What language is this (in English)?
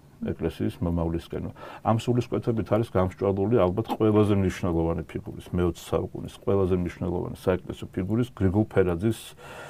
Georgian